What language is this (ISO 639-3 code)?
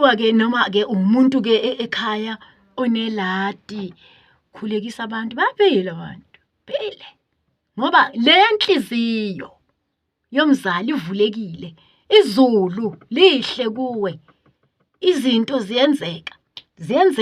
zul